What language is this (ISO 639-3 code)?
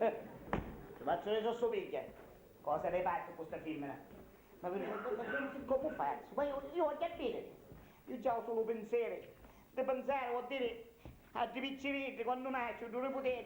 scn